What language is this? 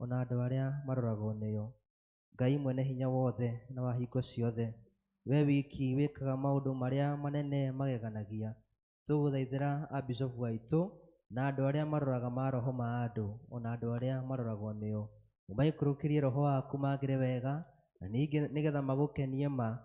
Kikuyu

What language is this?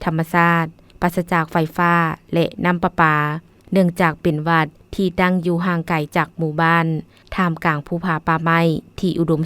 Lao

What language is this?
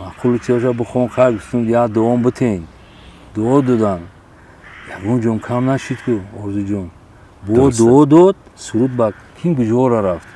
Tajik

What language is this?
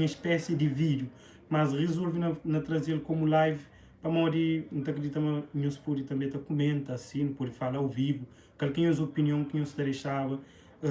Kabuverdianu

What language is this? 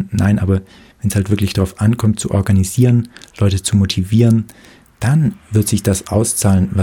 German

